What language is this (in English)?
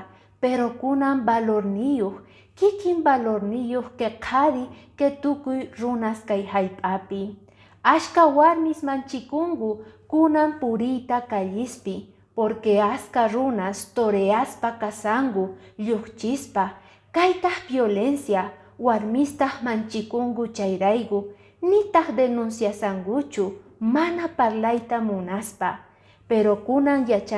Quechua